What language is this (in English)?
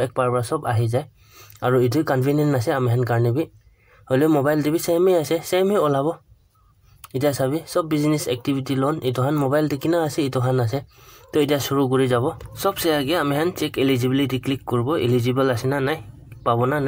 Naga Pidgin